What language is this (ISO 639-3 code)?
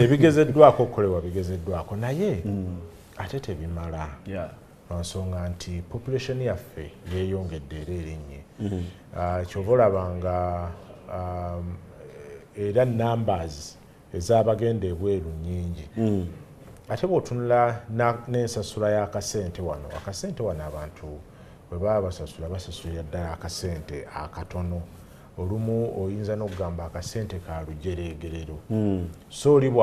lug